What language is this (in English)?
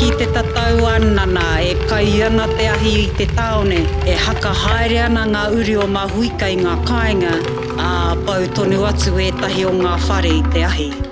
Māori